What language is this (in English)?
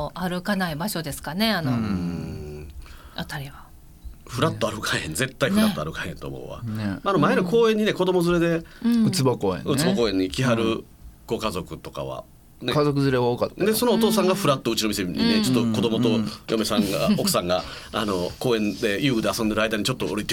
Japanese